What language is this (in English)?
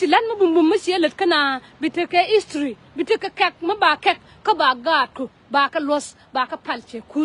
Nuer